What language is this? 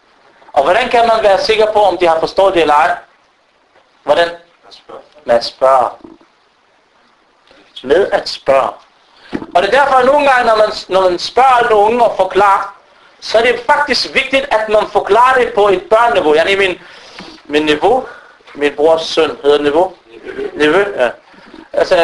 Danish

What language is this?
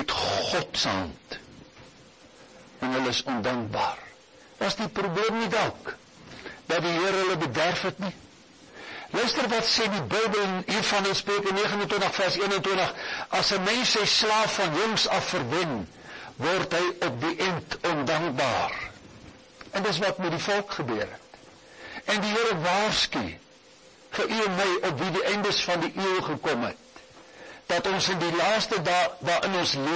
Afrikaans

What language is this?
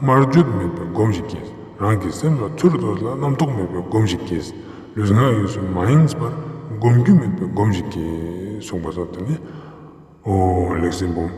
Ladakhi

